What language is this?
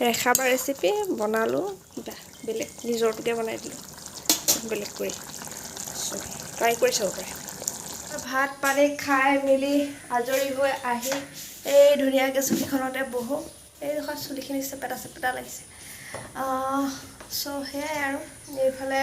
Assamese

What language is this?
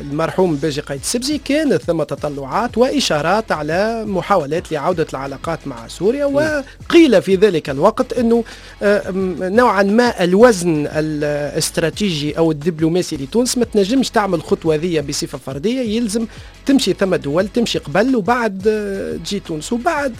Tunisian Arabic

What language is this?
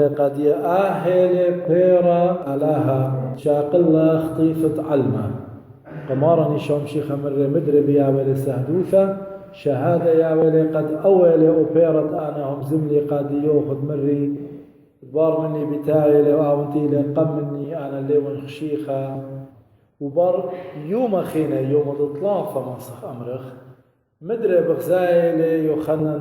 Assyrian Neo-Aramaic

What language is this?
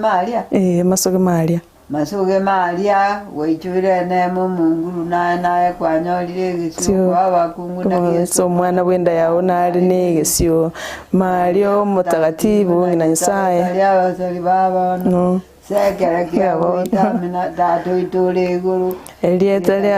Gusii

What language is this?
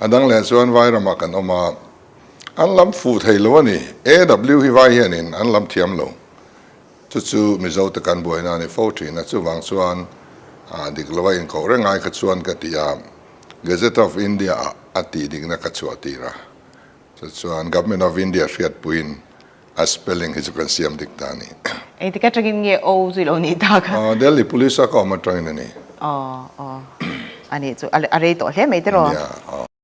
Mizo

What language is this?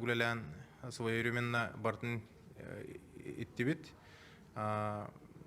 Yakut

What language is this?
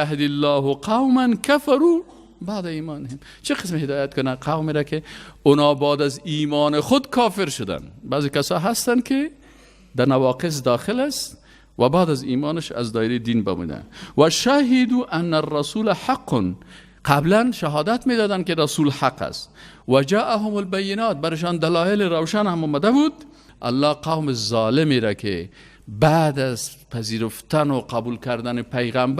Persian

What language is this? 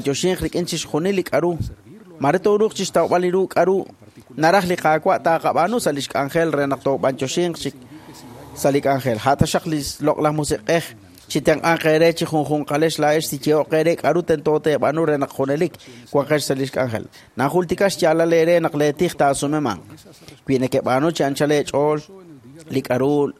Kekchí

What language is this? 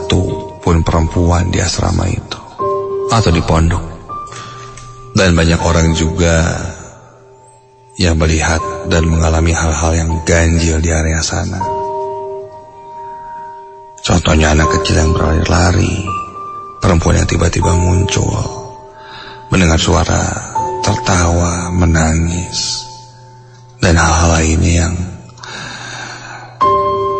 Indonesian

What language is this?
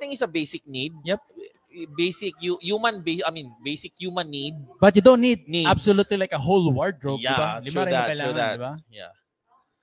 Filipino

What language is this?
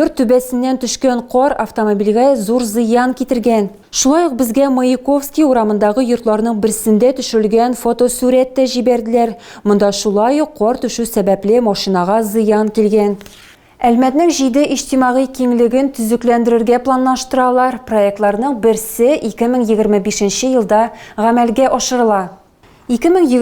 Tatar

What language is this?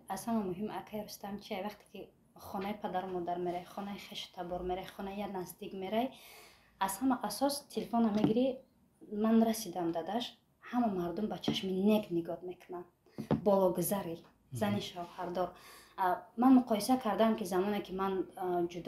Tajik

